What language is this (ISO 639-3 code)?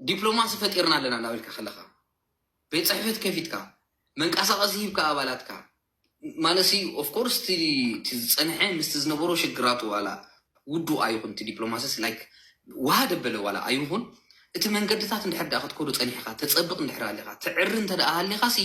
tir